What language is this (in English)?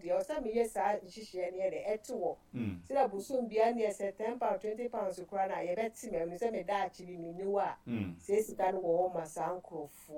Akan